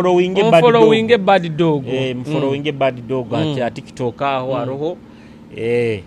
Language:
Nyoro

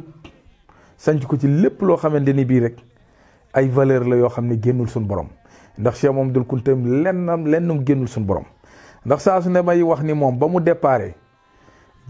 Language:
Wolof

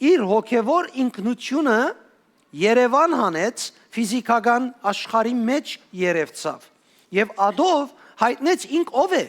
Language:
Western Armenian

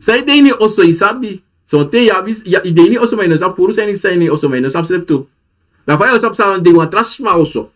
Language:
Sranan Tongo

